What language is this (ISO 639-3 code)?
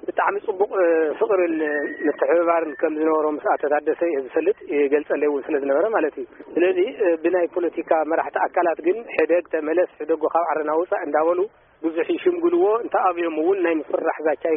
tir